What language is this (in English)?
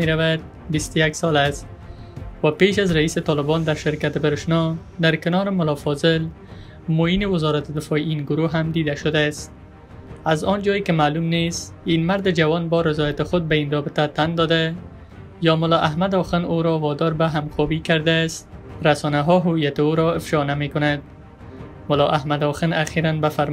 Persian